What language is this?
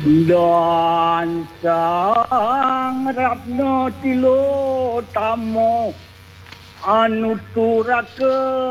Balinese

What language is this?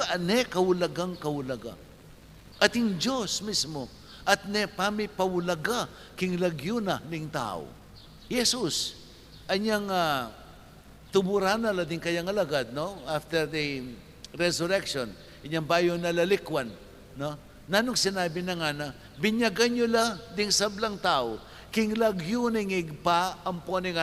Pampanga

